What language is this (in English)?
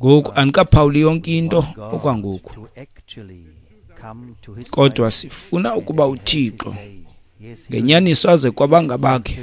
Xhosa